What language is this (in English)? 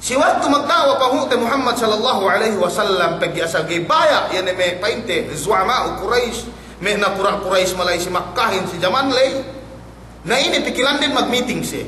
Yakan